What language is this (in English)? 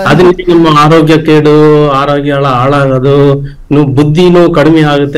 Kannada